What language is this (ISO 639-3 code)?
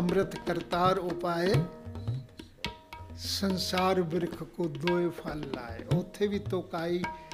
pan